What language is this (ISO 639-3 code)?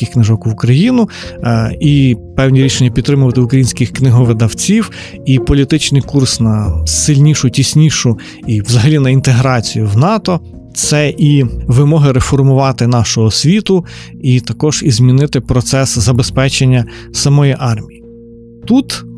ukr